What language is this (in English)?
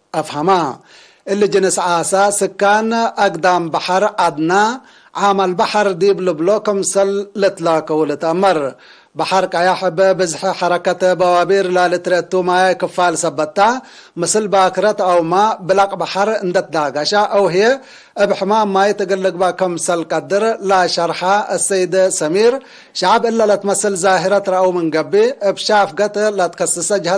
Tigre